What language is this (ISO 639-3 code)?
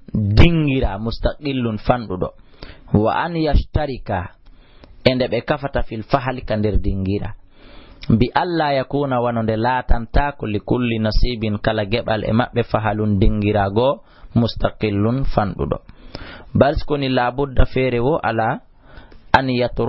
ful